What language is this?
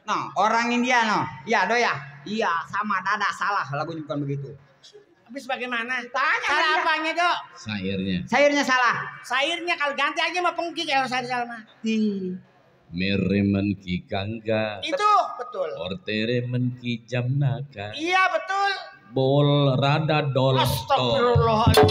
Betawi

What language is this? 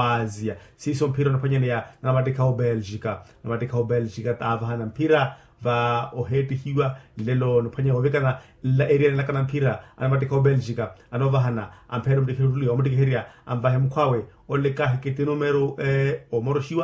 Makhuwa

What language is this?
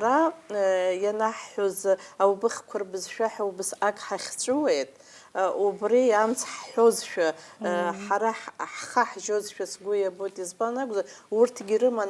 Abkhazian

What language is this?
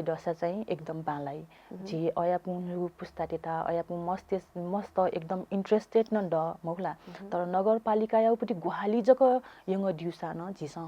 Newari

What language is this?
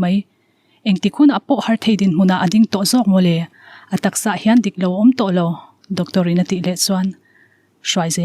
Mizo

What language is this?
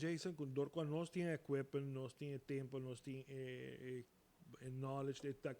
Papiamento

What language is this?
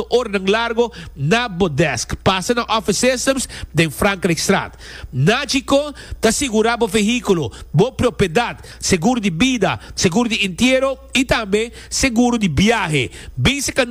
Papiamento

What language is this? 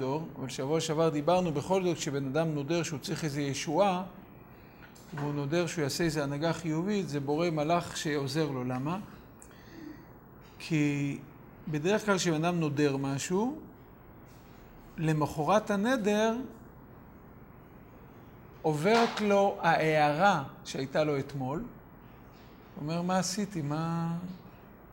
Hebrew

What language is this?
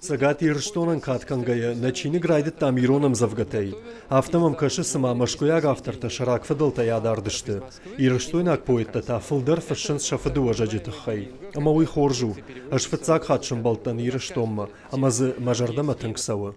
Ossetic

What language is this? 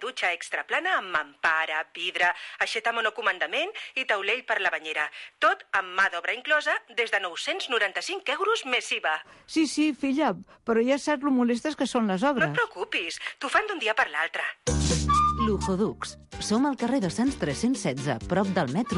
Catalan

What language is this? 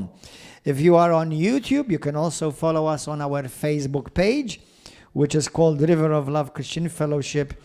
English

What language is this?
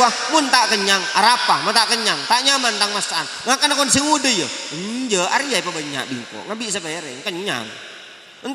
Madurese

